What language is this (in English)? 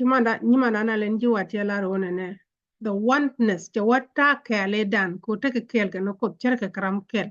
Nuer